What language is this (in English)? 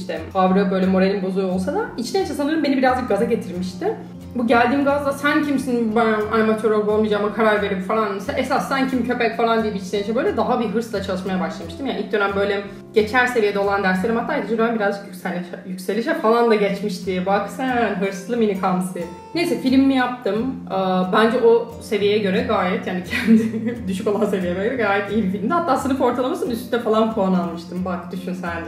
Turkish